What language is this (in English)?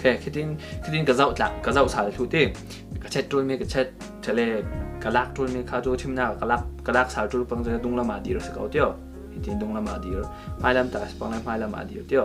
Falam Chin